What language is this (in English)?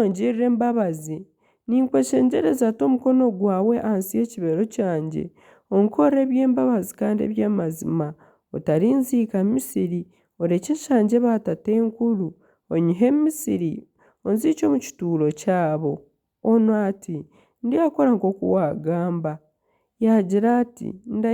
Nyankole